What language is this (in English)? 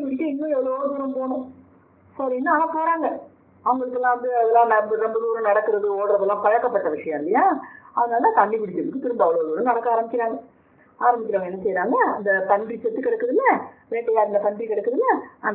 Tamil